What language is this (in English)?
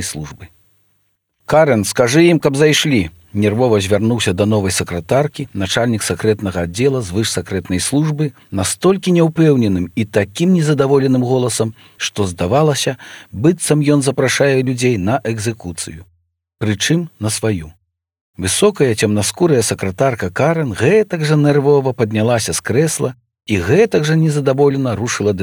Belarusian